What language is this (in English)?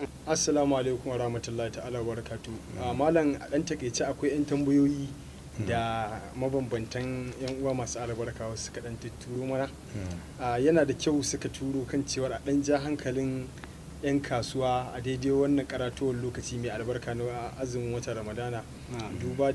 Hausa